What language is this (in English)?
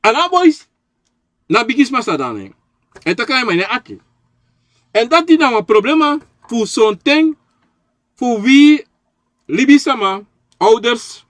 Sranan Tongo